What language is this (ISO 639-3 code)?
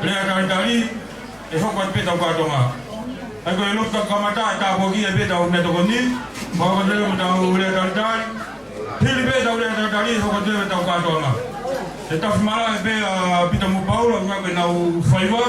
ton